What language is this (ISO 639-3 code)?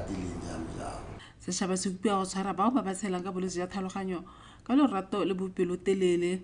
tsn